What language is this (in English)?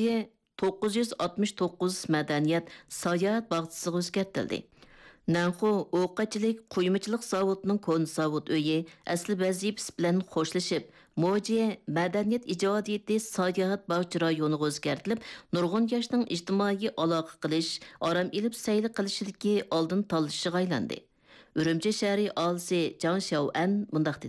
Uyghur